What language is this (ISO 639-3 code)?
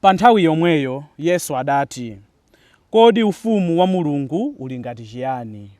nya